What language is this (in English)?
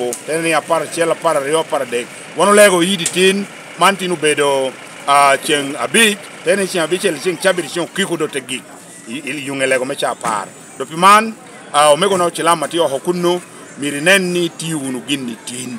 Lango (Uganda)